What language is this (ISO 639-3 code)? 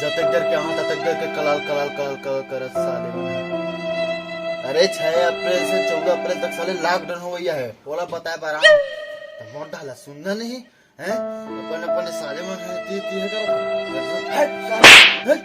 hne